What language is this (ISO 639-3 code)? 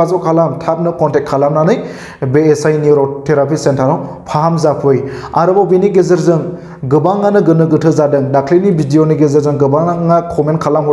brx